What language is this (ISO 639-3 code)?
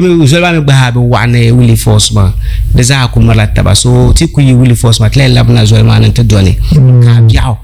dag